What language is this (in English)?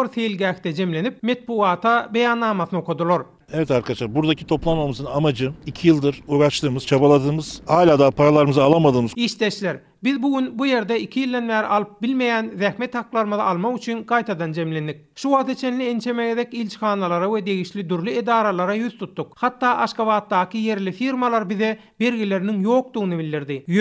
Turkmen